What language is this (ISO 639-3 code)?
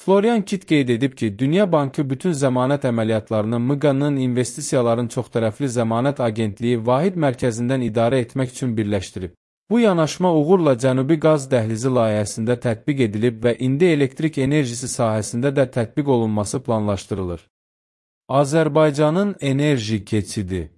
aze